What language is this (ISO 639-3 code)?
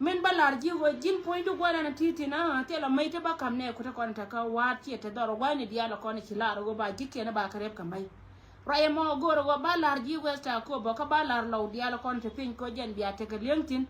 nus